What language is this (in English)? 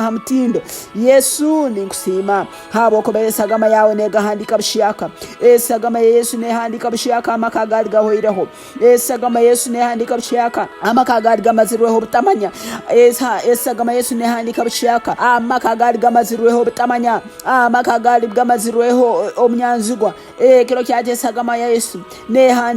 Tooro